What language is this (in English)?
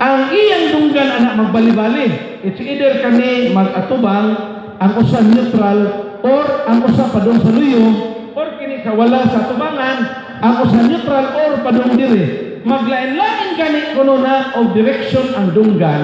Cebuano